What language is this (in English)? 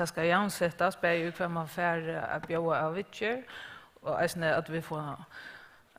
Faroese